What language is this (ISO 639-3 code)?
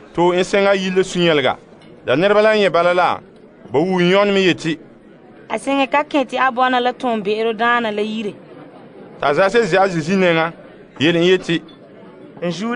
gur